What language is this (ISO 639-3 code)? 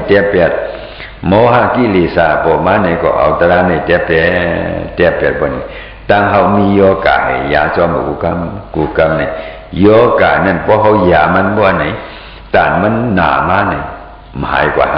shn